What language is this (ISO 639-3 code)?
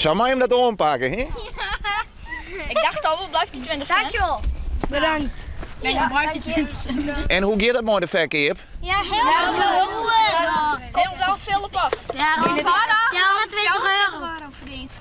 fry